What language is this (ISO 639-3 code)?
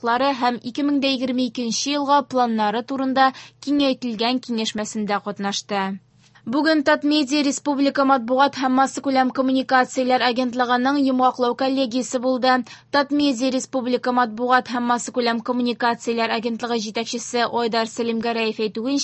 tat